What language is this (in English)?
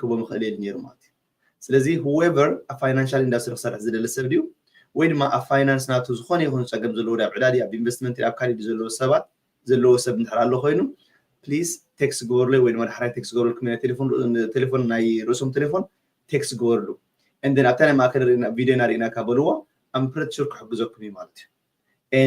Tigrinya